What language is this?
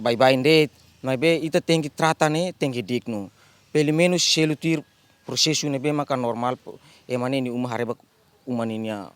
Tetum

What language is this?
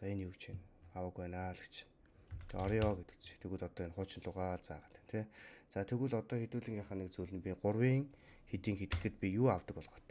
Mongolian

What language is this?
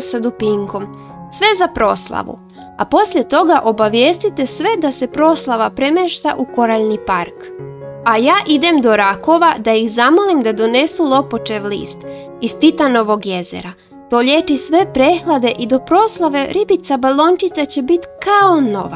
Croatian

